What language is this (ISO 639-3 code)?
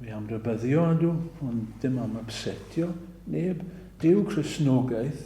cym